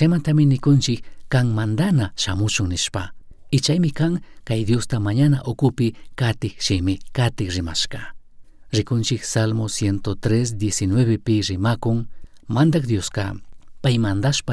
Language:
Chimborazo Highland Quichua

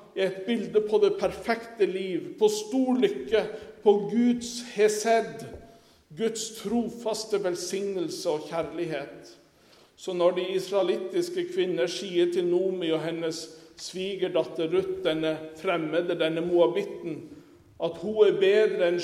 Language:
Norwegian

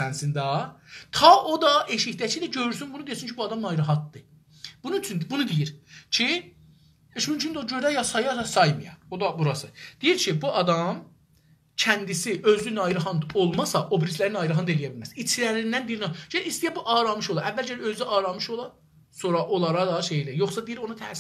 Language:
South Azerbaijani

